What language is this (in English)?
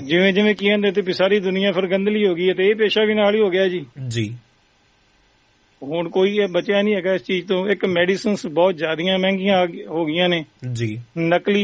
Punjabi